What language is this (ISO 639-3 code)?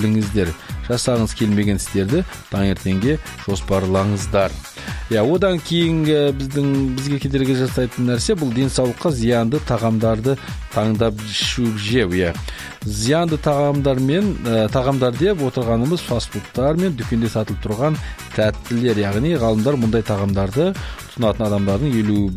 kaz